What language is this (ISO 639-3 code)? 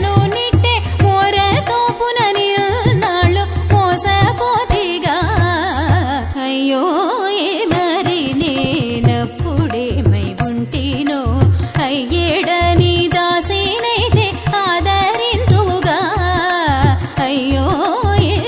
tel